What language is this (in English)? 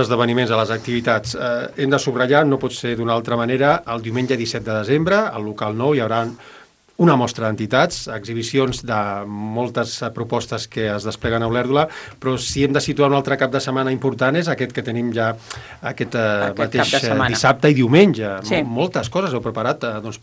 Catalan